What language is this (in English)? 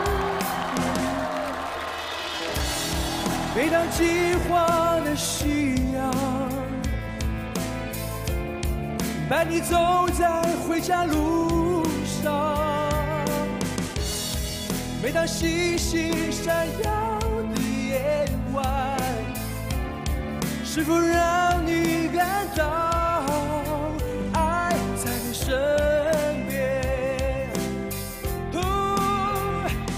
Chinese